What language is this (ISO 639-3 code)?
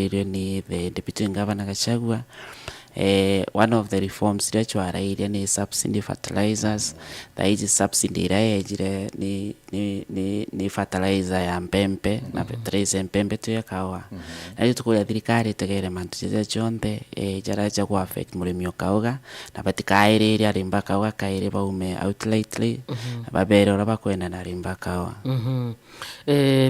mer